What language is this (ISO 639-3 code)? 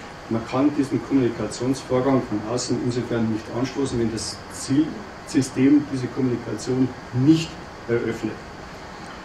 deu